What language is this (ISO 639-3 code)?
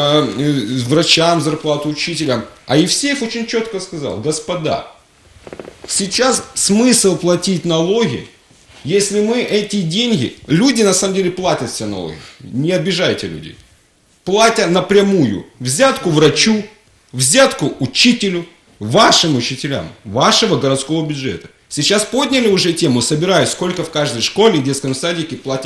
rus